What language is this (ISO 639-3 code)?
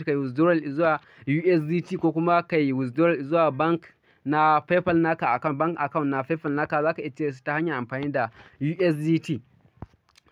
hau